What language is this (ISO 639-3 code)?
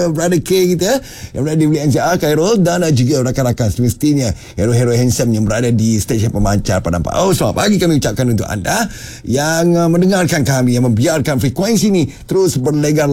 msa